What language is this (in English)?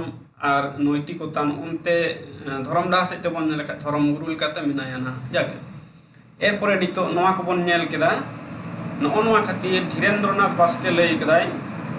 Santali